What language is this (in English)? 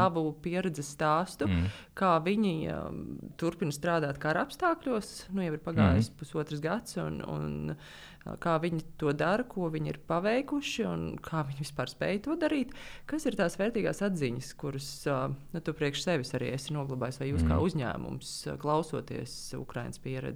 Latvian